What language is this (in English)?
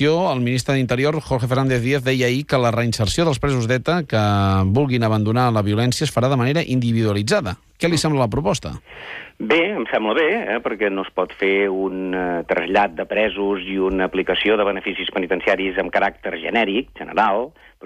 Catalan